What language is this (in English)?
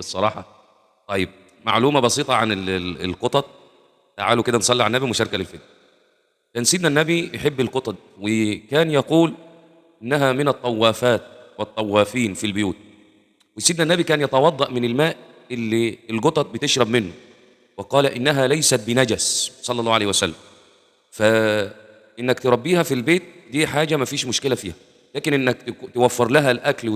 Egyptian Arabic